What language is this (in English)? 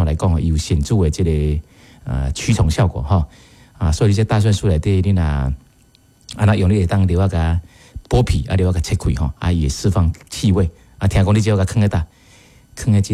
Min Nan Chinese